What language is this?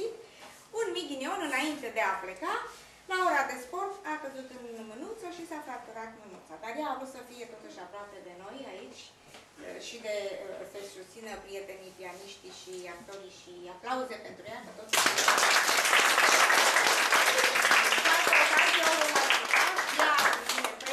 Romanian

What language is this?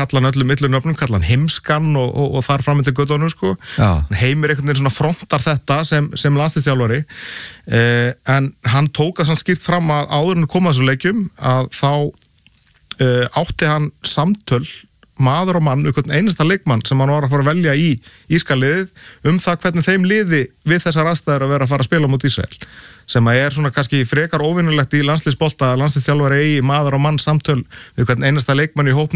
Icelandic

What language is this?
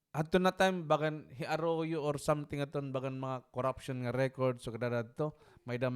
Waray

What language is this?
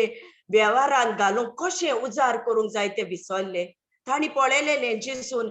Konkani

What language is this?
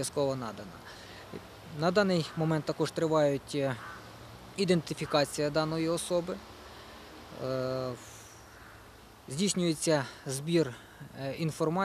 Ukrainian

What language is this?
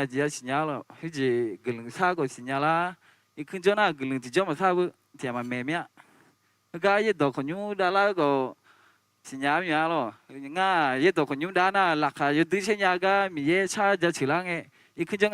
Akha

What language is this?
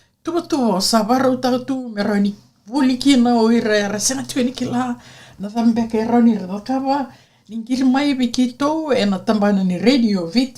Fijian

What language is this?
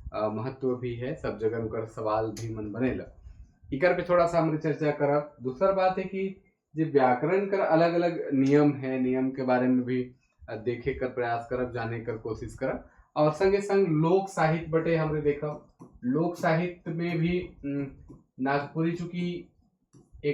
Sadri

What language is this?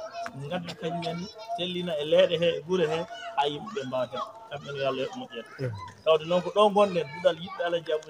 Fula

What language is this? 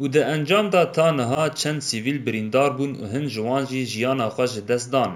Kurdish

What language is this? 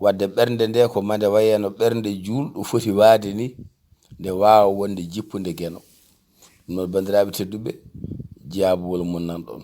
Fula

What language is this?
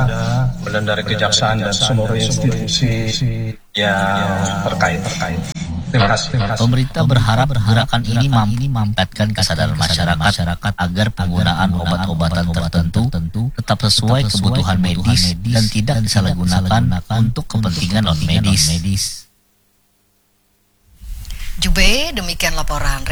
Indonesian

